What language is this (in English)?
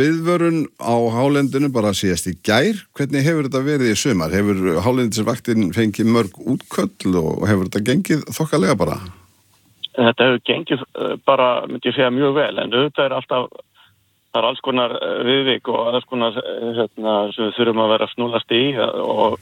Icelandic